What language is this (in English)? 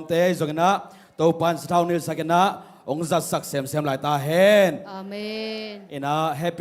Tedim Chin